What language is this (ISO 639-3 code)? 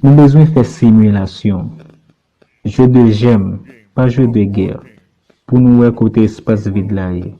hat